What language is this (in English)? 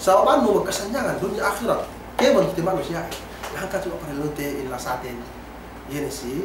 Yakan